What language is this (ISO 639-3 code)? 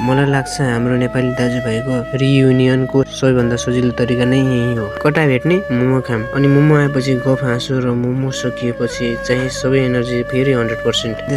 nep